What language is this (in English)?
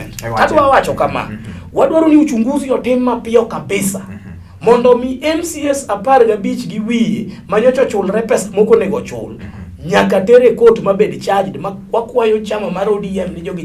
Luo (Kenya and Tanzania)